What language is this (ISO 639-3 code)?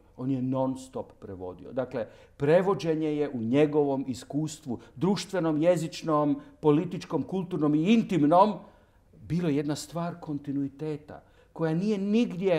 hrv